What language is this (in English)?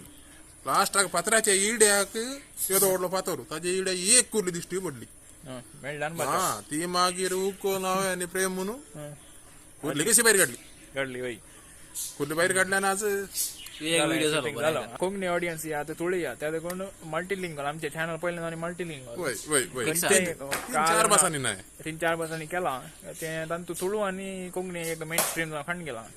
Konkani